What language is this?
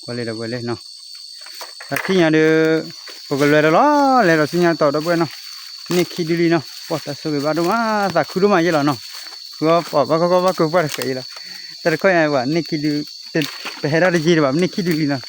S'gaw Karen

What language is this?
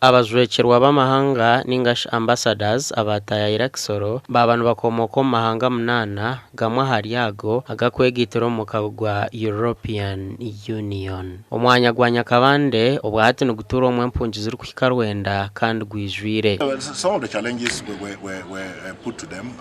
Nyankole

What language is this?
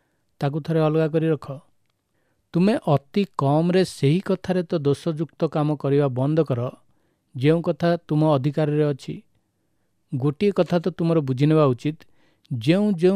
Odia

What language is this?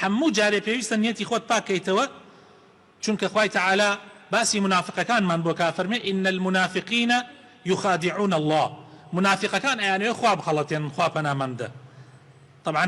Central Kurdish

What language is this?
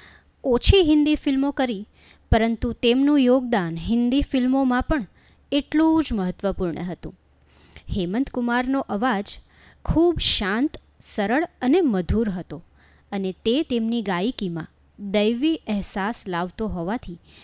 Gujarati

